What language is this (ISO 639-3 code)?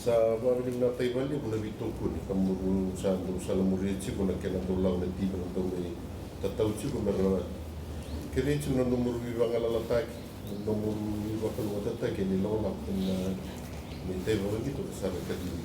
fij